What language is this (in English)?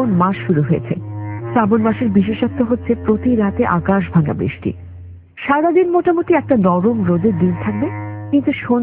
Bangla